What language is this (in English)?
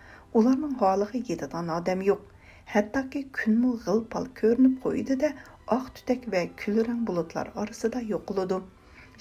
Uyghur